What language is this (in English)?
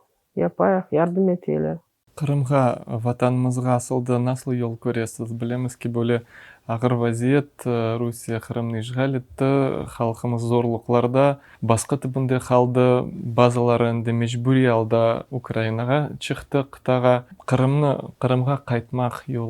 Crimean Tatar